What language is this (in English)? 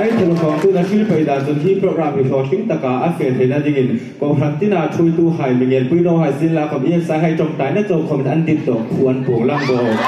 Hmar